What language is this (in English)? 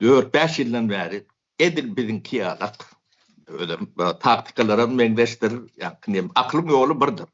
Turkmen